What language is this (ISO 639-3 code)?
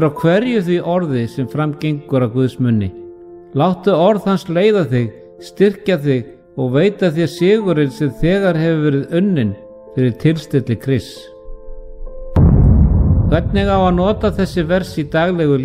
isl